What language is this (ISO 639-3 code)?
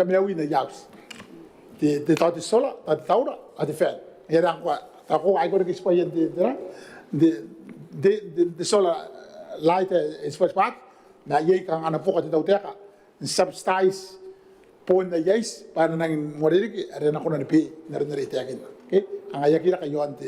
gil